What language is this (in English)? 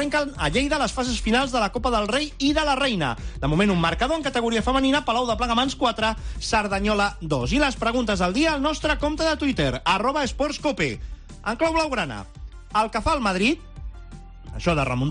Catalan